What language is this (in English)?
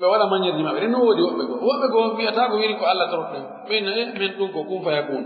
Pular